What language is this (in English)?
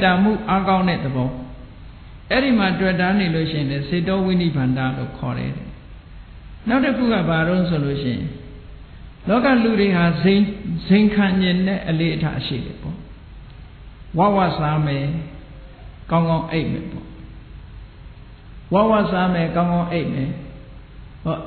Burmese